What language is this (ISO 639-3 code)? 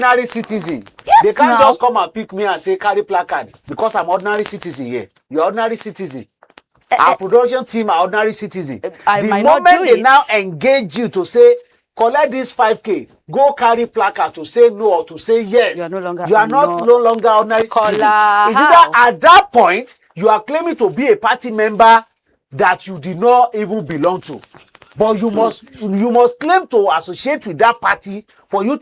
pcm